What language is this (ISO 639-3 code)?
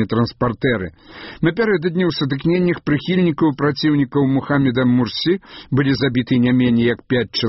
bel